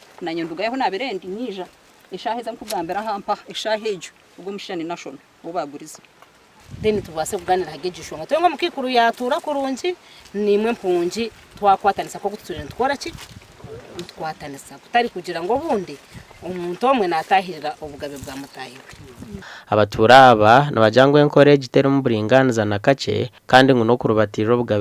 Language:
Nyankole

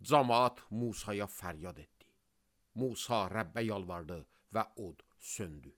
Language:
Azerbaijani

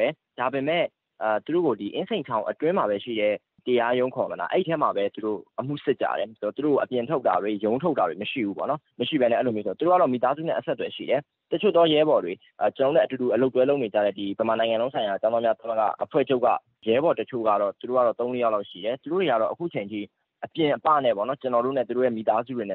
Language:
Burmese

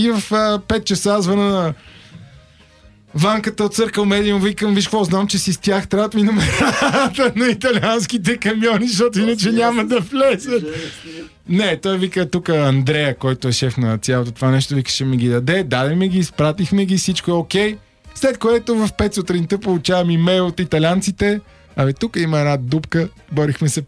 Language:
Bulgarian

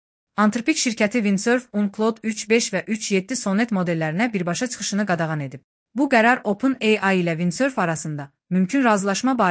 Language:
Azerbaijani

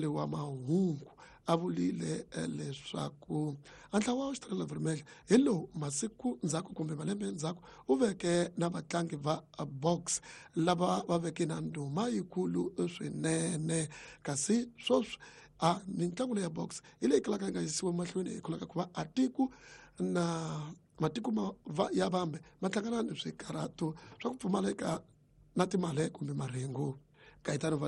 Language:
Tsonga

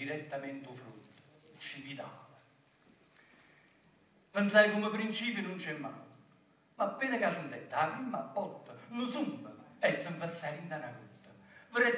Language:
Italian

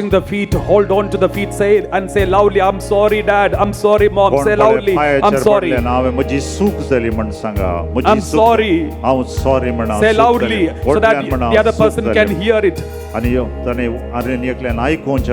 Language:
Konkani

